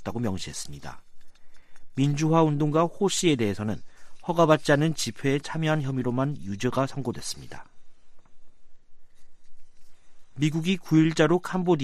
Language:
Korean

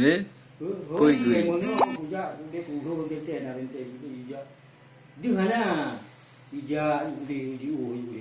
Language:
Achinese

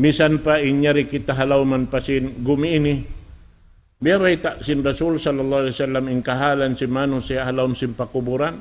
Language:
Tausug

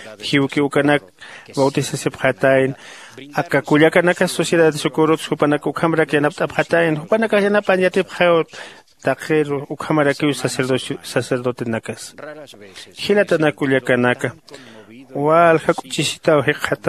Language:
Aymara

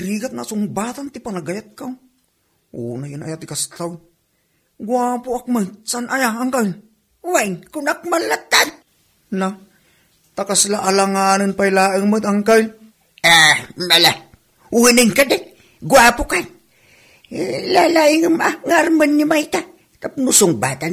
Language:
Iloko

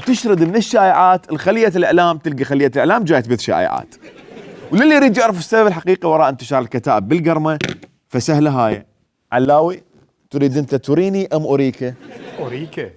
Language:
Mesopotamian Arabic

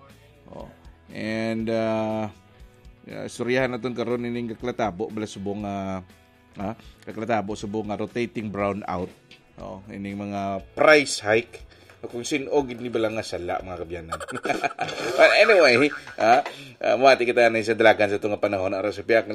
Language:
Hiligaynon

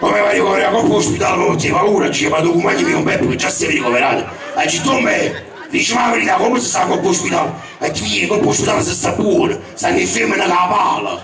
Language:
Neapolitan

